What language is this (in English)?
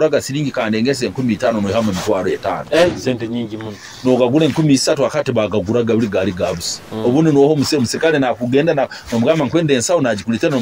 Nyoro